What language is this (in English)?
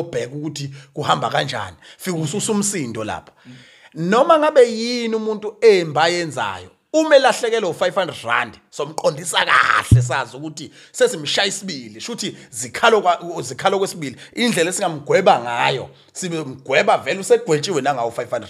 Zulu